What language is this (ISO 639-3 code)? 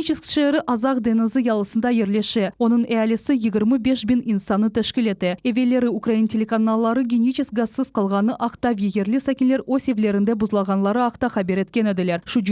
crh